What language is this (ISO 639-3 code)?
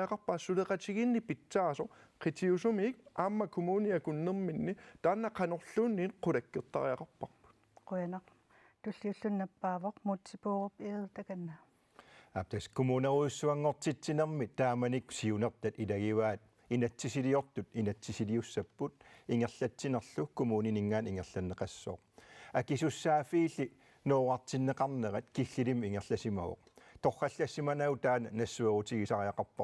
kal